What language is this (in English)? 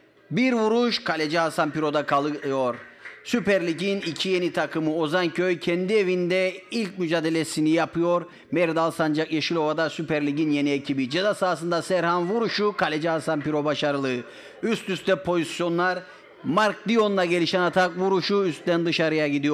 Turkish